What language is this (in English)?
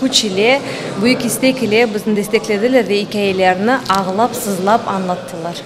Crimean Tatar